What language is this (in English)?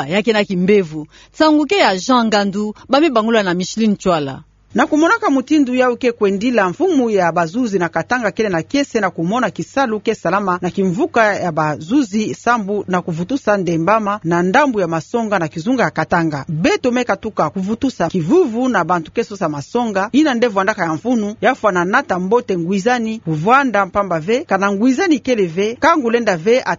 Kituba (Democratic Republic of Congo)